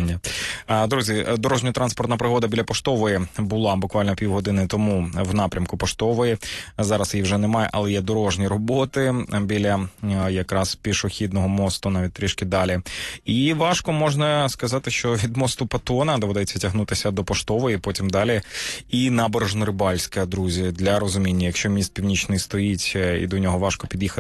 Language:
Ukrainian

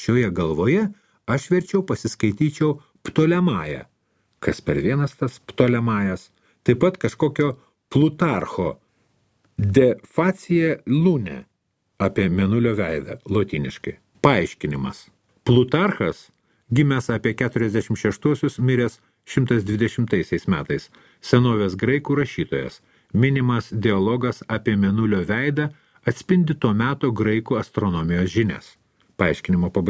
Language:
Lithuanian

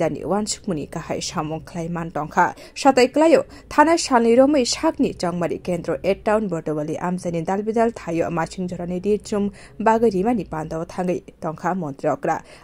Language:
Kok Borok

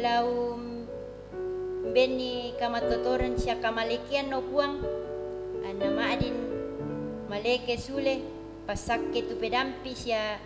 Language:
Toraja-Sa'dan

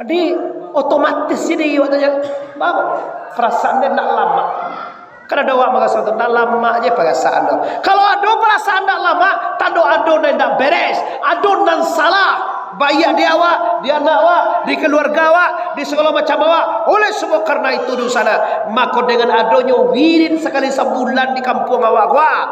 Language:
Minangkabau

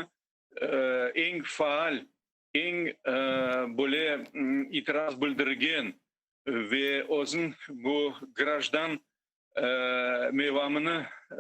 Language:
Crimean Tatar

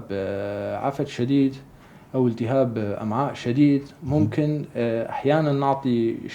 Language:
North Levantine Arabic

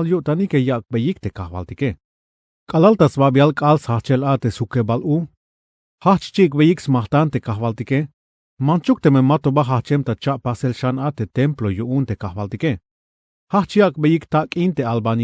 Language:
Tzeltal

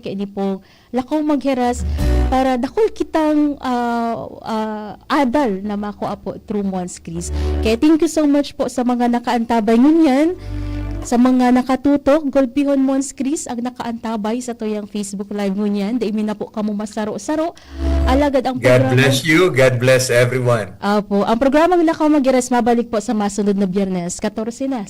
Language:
Bikol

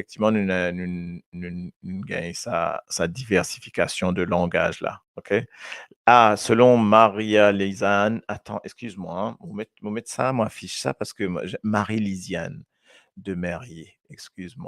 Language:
Morisyen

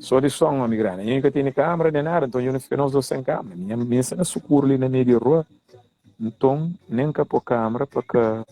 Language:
Kabuverdianu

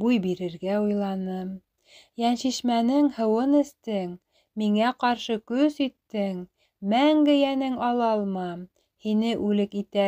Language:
Bashkir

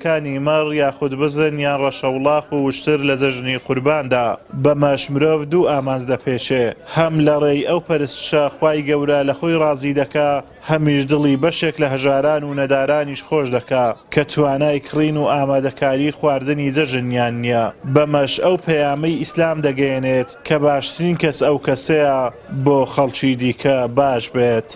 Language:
Central Kurdish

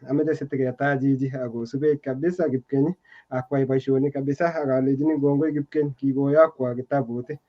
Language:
Kalenjin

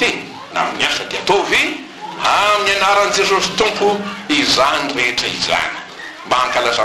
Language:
Malagasy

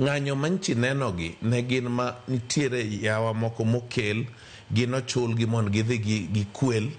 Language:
Luo (Kenya and Tanzania)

